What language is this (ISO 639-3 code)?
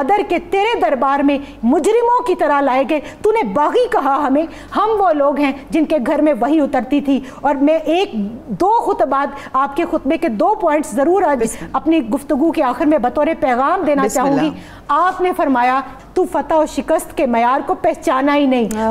urd